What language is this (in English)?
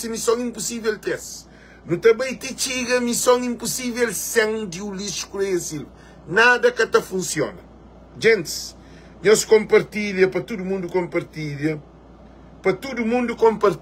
Kabuverdianu